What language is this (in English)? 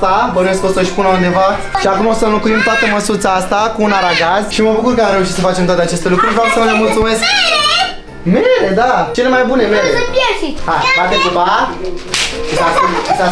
Romanian